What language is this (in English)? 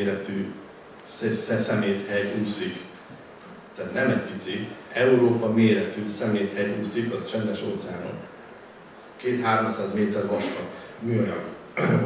Hungarian